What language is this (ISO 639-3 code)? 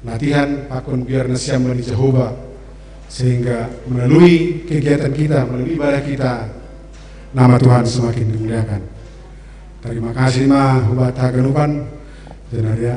bts